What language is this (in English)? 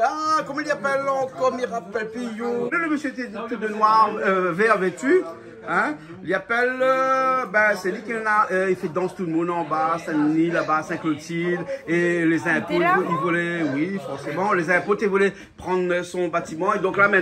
Réunion Creole French